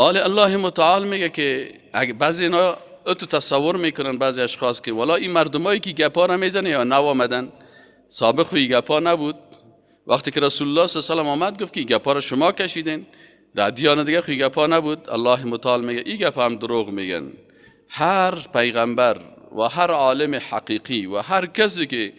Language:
Persian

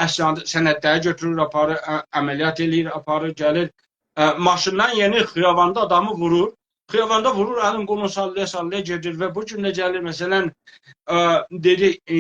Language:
South Azerbaijani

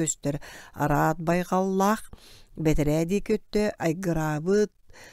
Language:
Yakut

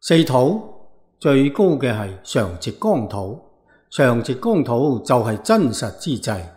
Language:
Cantonese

